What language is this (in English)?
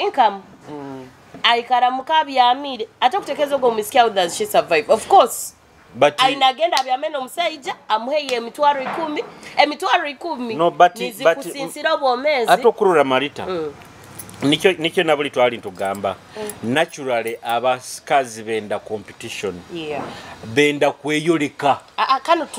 Nyoro